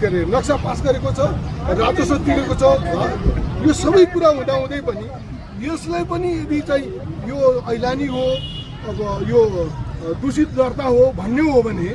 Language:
Nepali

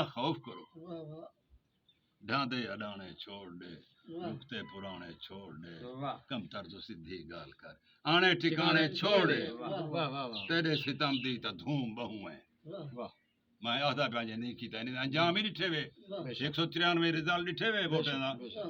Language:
Saraiki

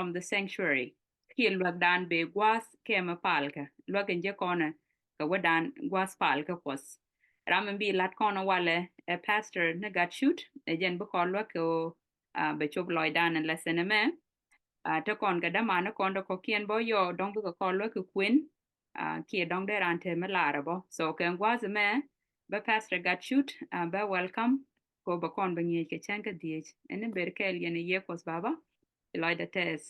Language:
Nuer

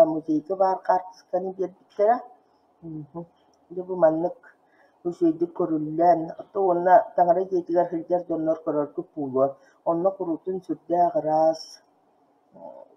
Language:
Yakut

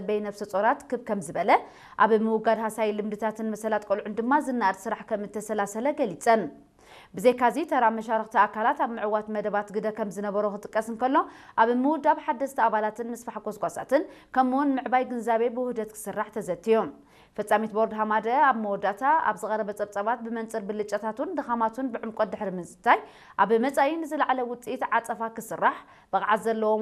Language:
Tigrinya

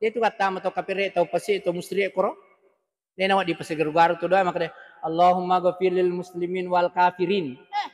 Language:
Buginese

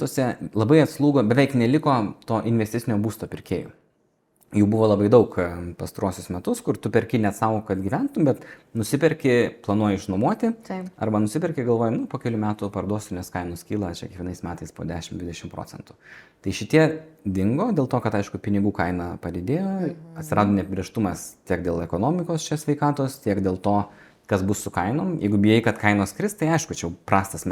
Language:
Lithuanian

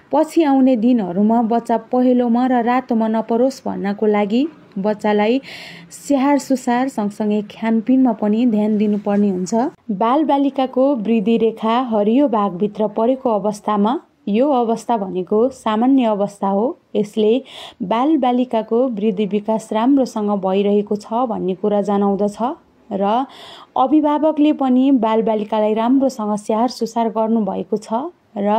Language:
Nepali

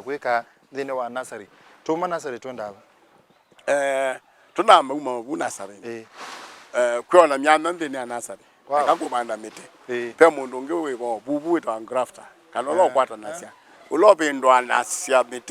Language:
Kamba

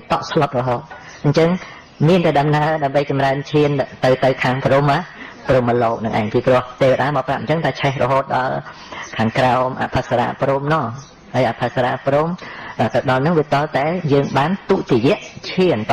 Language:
Khmer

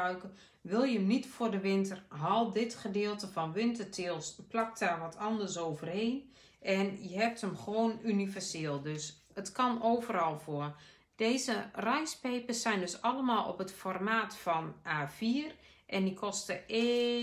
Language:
Dutch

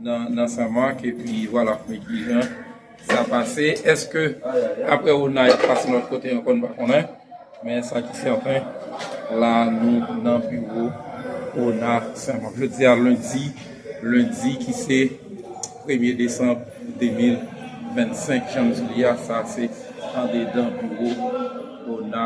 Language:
Haitian Creole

